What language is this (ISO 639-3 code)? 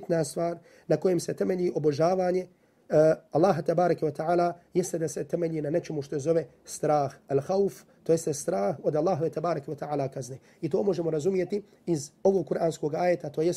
bos